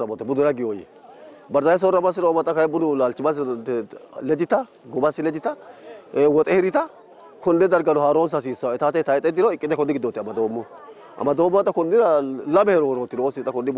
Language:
Sidamo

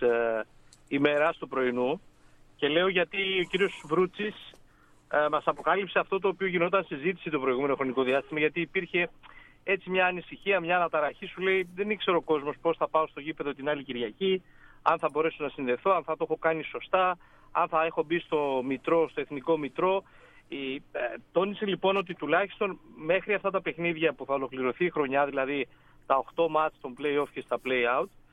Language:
Greek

